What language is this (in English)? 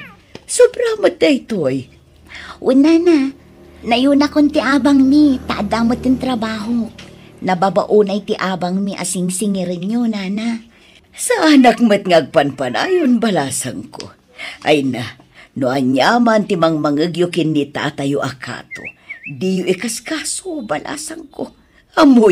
Iloko